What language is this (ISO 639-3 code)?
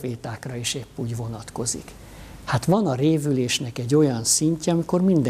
hun